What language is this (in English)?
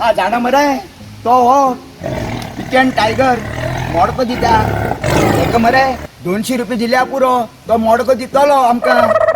Konkani